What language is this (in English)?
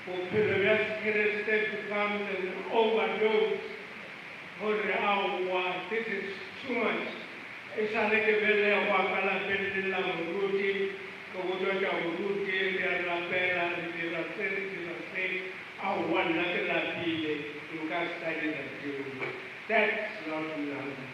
Northern Sotho